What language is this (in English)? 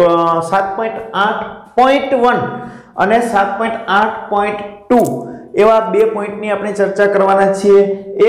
Gujarati